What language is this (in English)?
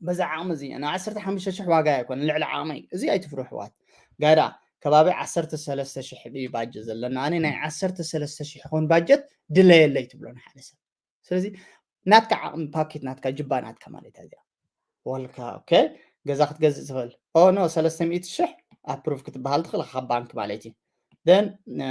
Tigrinya